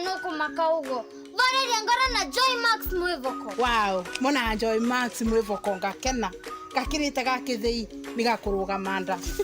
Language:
Meru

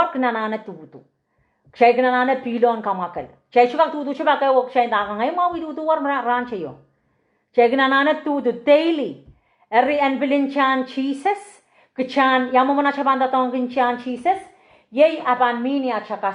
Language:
Pohnpeian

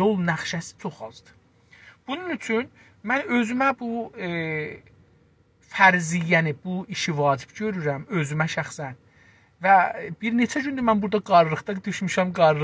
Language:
South Azerbaijani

